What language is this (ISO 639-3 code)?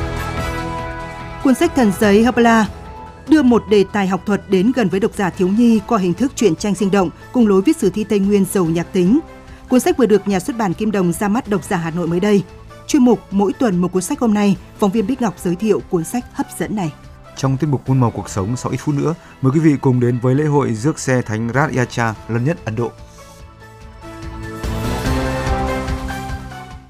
vie